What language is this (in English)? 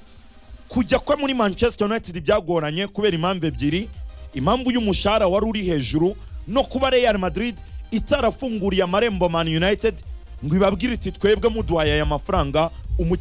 Kinyarwanda